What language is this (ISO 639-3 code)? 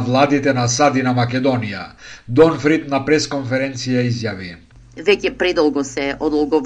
mkd